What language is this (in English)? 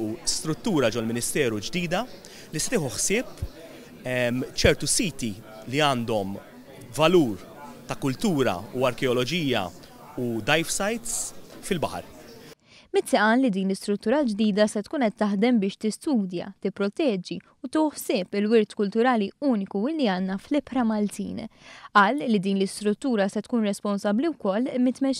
Maltese